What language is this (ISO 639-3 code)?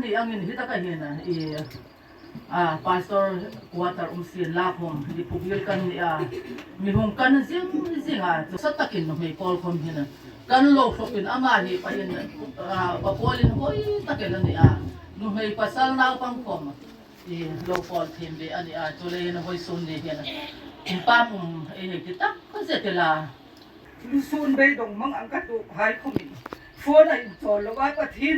hmr